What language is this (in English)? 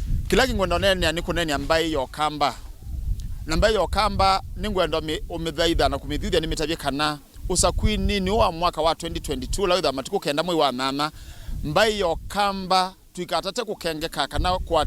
Kamba